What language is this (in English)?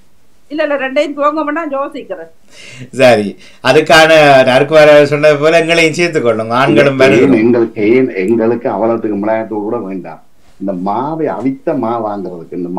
Tamil